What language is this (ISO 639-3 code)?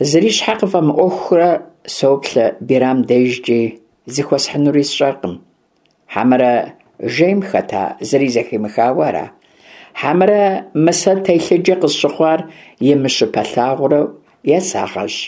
kbd